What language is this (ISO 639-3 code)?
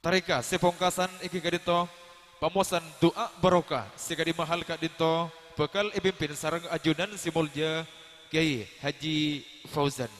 mad